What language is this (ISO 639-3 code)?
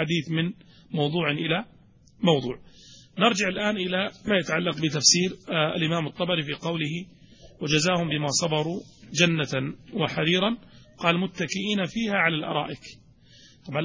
ara